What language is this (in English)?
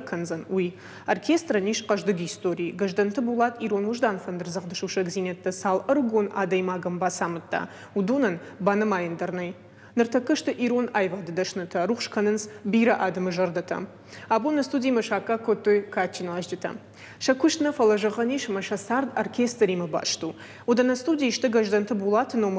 Ossetic